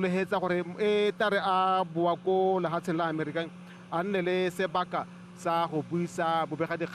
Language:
Tswana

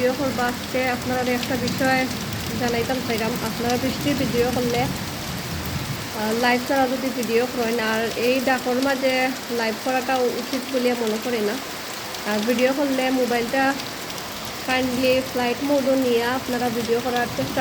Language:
Sylheti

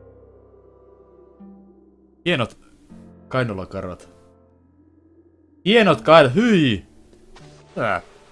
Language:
Finnish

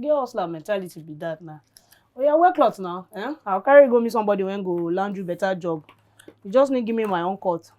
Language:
Nigerian Pidgin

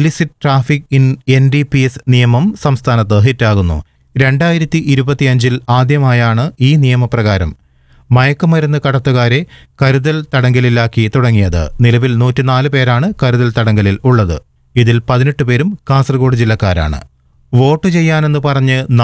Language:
Malayalam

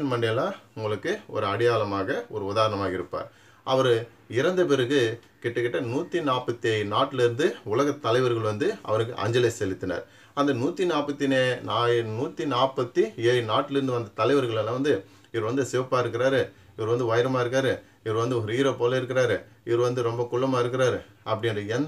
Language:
Tamil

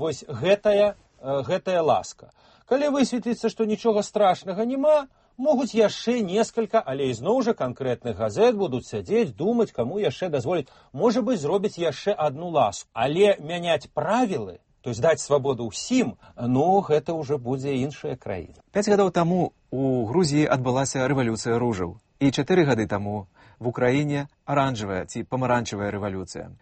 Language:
Belarusian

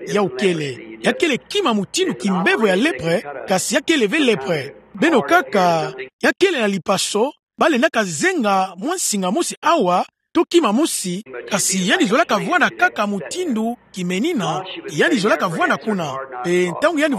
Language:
Kituba (Democratic Republic of Congo)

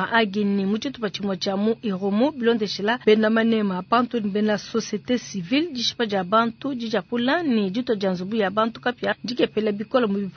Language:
Luba-Lulua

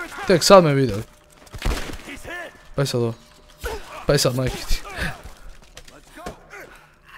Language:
Croatian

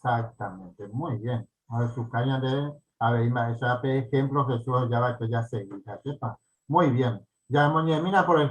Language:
Guarani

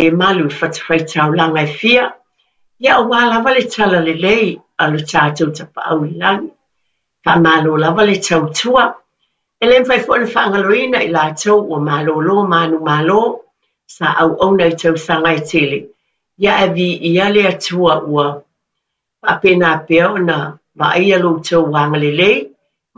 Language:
Samoan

